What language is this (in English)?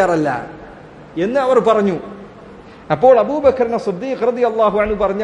Malayalam